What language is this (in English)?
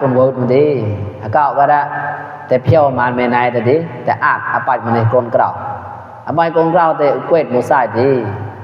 Mon